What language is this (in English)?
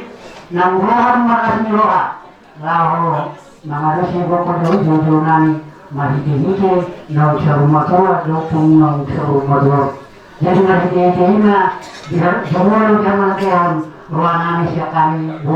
Batak Toba